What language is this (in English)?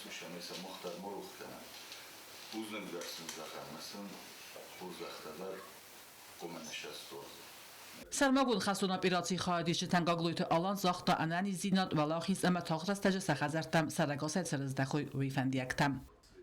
Ossetic